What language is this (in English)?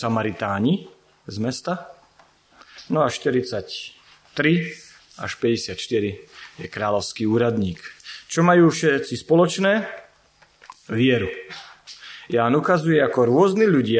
Slovak